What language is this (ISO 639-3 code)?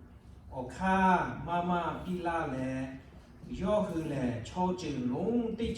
lhu